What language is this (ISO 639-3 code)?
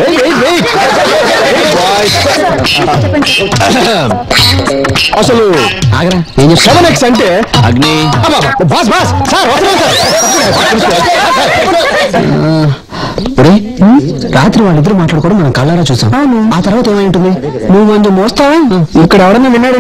tel